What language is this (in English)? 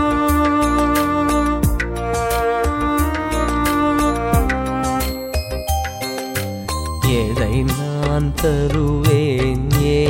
Tamil